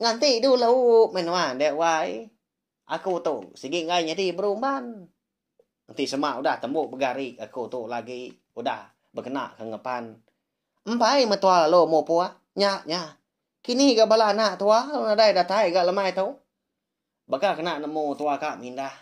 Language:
Iban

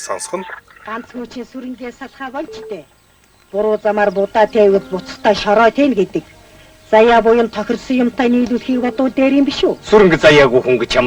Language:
Mongolian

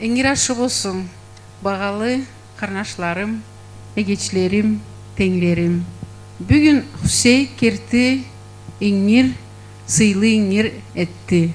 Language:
Karachay-Balkar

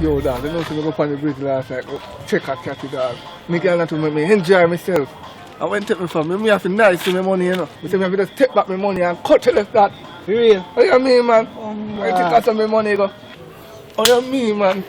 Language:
Jamaican Creole English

